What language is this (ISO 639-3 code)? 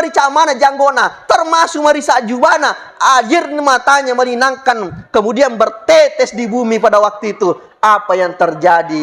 bug